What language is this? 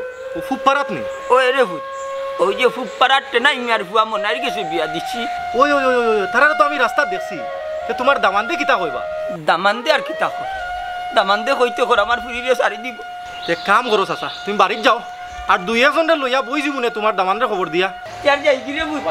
Sylheti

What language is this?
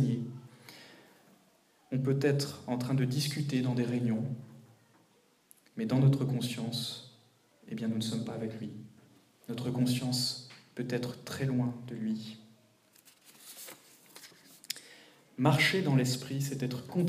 French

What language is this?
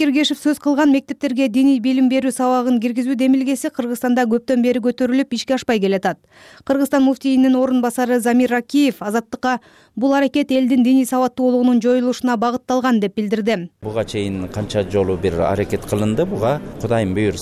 Kyrgyz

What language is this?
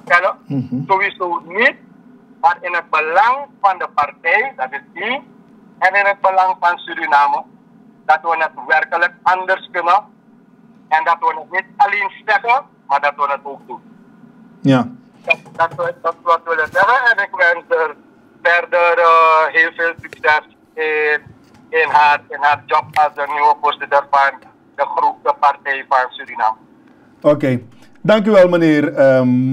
Dutch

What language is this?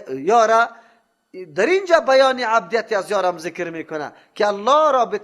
Persian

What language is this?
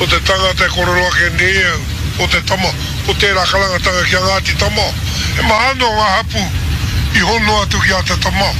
Māori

